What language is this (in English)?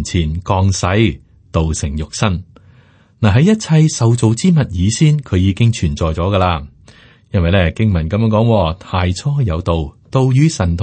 Cantonese